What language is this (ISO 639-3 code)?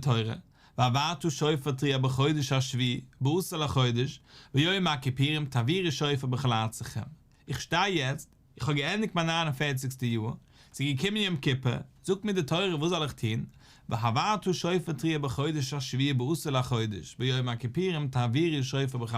yid